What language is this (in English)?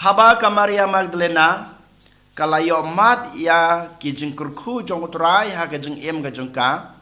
Khasi